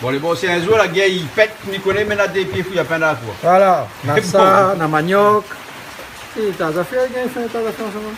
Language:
Réunion Creole French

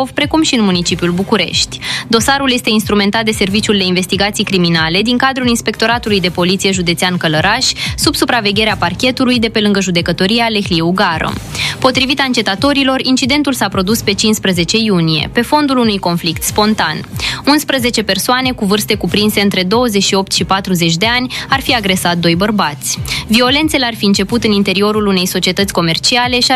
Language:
Romanian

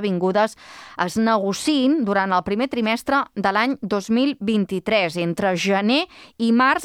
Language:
Catalan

